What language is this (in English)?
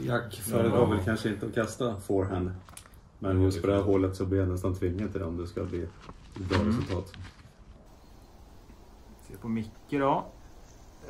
Swedish